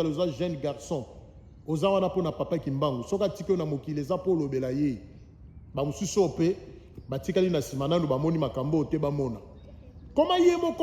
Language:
Lingala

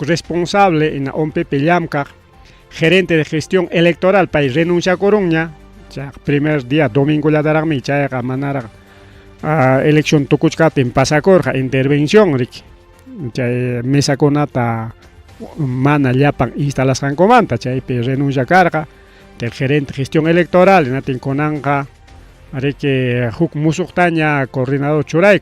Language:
Ayacucho Quechua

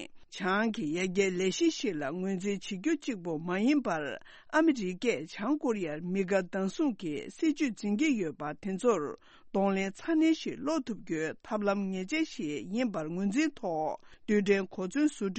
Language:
Tibetan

